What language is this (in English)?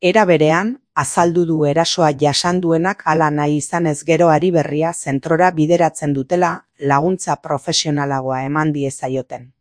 Basque